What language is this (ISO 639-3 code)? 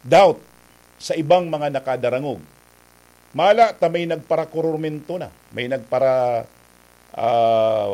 bik